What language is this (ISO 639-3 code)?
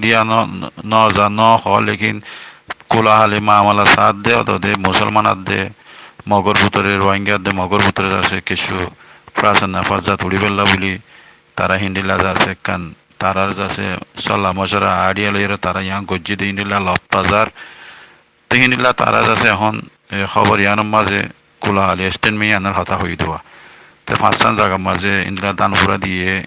rhg